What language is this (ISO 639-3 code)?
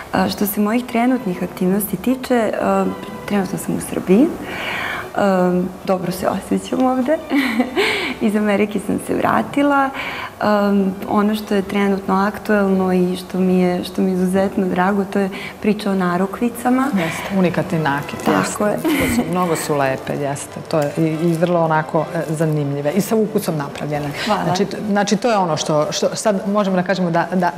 srp